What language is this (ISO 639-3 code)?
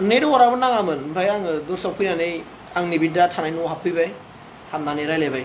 brx